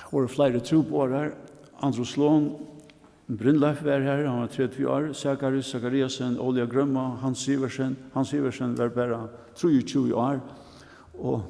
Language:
Faroese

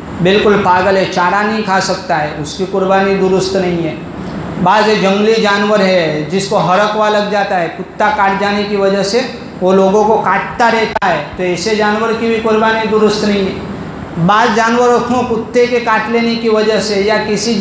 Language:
Urdu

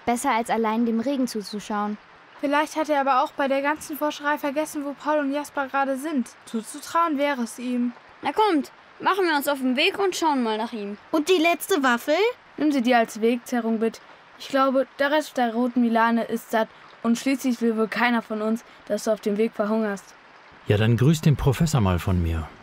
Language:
German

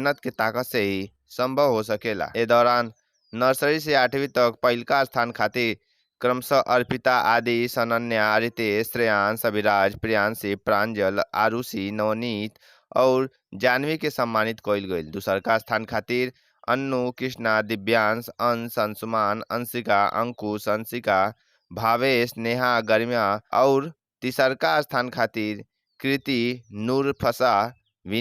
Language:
Bhojpuri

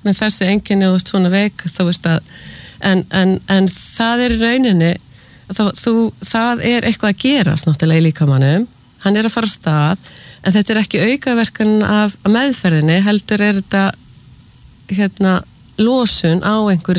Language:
Icelandic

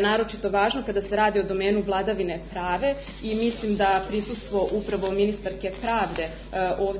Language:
Serbian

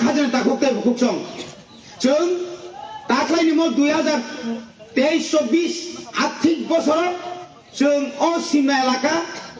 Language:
Kok Borok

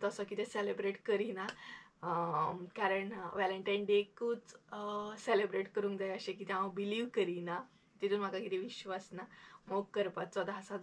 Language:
Konkani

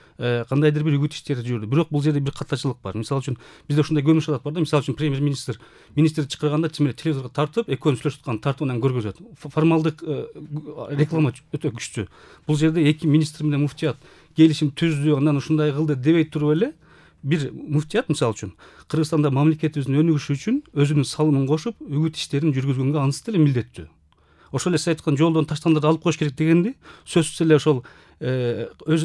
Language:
Kyrgyz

